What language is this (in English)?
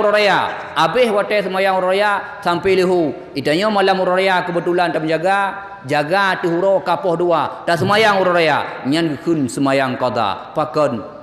Achinese